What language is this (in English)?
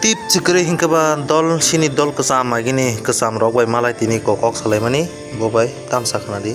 Kok Borok